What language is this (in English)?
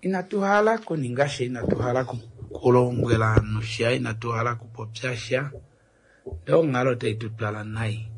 Kuanyama